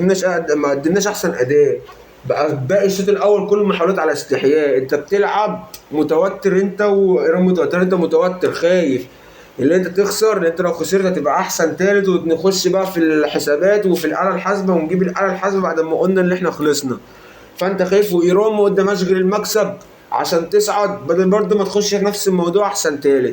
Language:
Egyptian Arabic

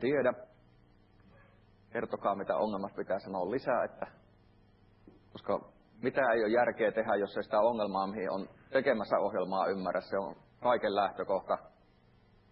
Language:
Finnish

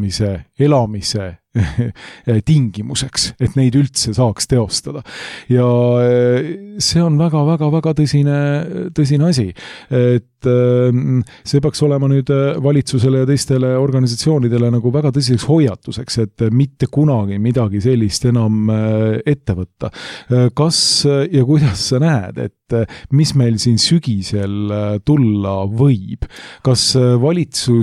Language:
Estonian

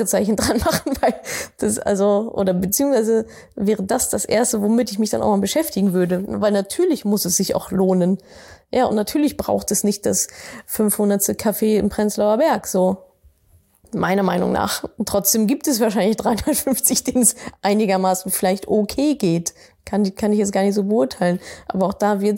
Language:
German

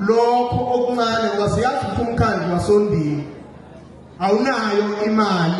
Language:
Zulu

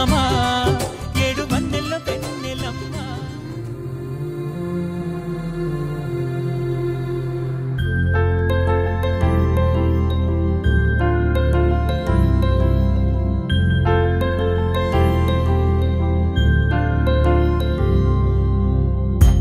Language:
Telugu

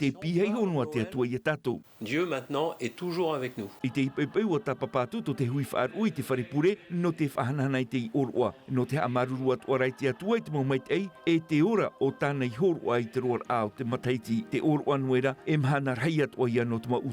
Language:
Tahitian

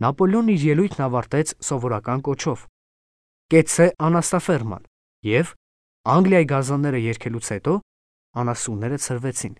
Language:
Armenian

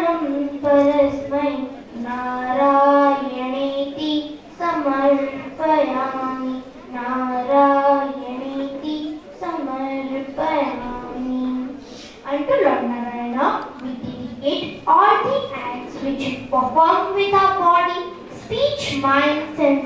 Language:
English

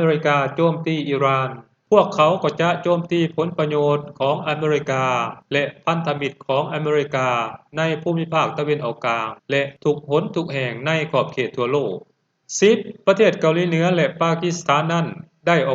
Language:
Lao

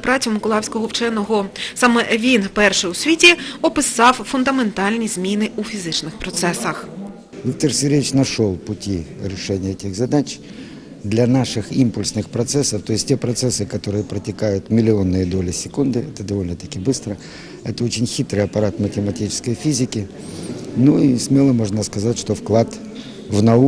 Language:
Ukrainian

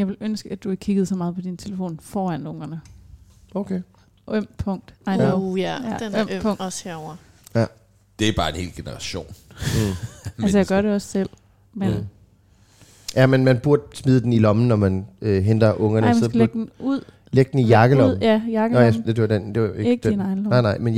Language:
Danish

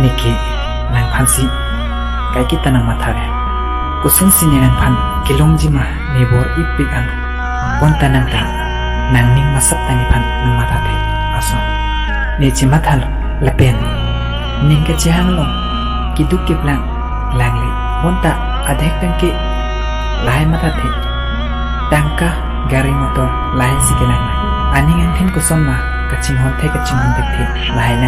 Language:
Karbi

